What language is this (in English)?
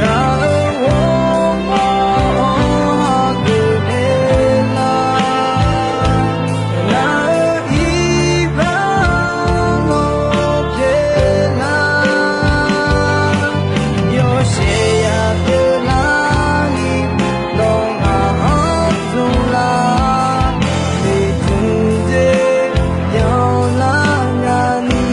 Akha